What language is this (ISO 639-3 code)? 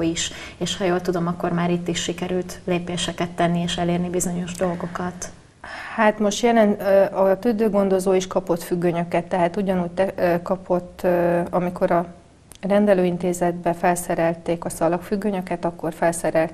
hun